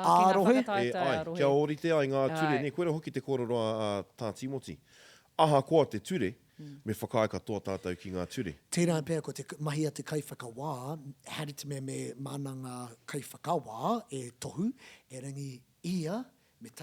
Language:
Māori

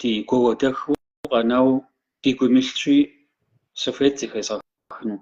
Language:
Kabardian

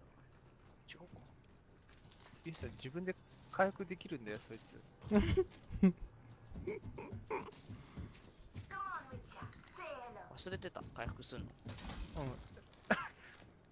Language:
Japanese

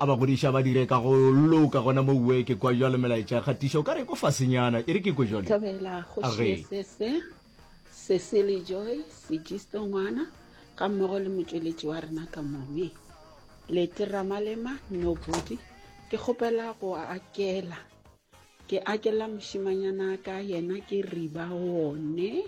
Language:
Northern Sotho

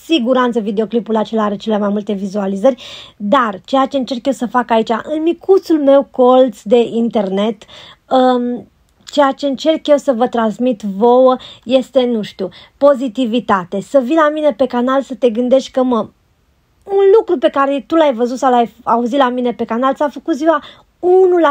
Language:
Romanian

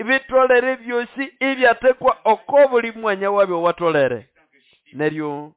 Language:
Nande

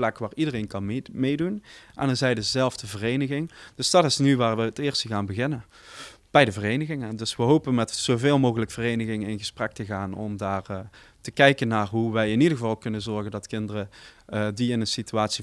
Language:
Dutch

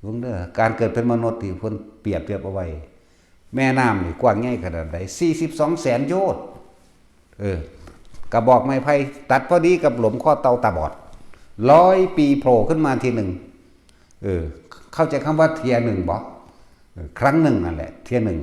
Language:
Northeastern Thai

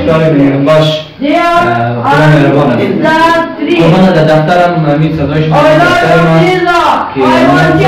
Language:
Persian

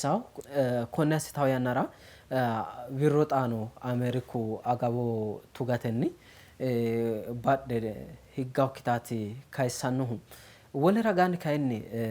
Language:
Sidamo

